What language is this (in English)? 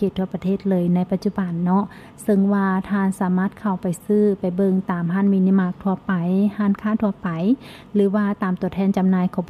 Lao